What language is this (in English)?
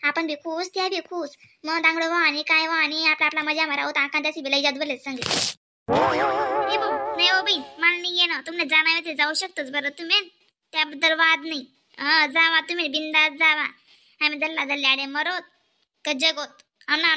Khandesi